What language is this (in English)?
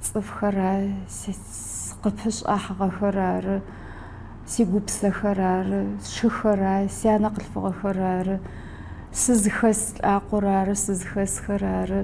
Adyghe